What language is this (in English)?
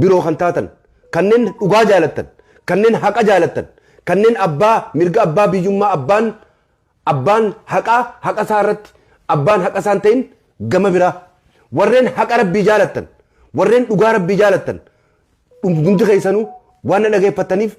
Oromo